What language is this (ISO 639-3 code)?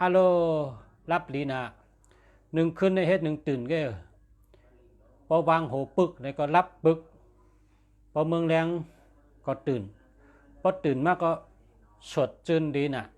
shn